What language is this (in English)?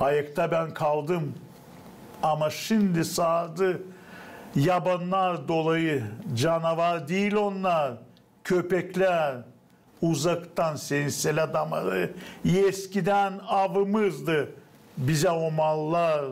Gagauz